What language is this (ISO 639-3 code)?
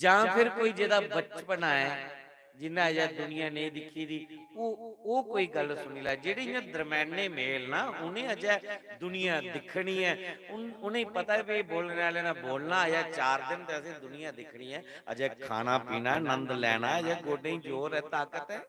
doi